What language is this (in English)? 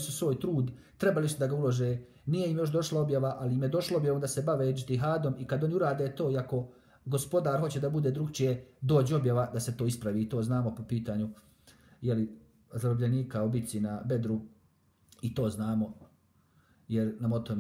Bosnian